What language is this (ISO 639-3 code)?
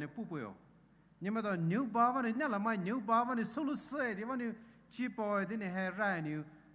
pmx